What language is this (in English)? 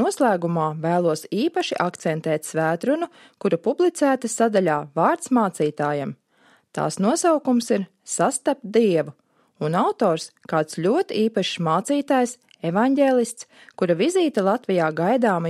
Latvian